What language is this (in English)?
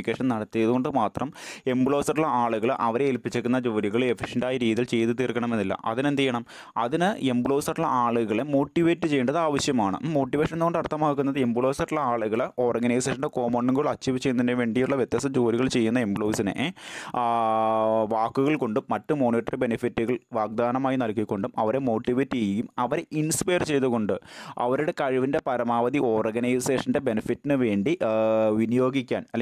Malayalam